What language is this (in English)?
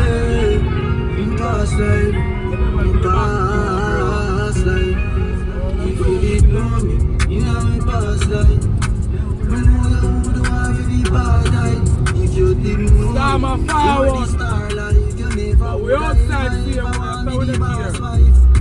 Jamaican Creole English